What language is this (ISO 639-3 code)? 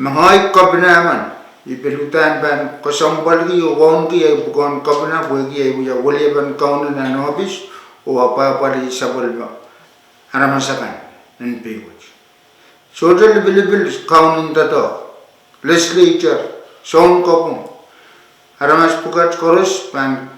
pon